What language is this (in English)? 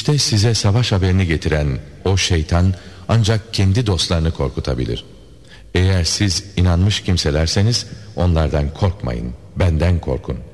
Turkish